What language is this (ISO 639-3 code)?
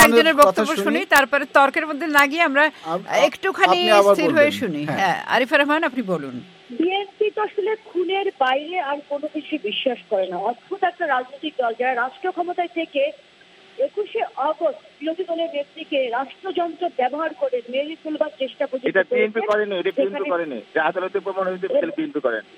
ben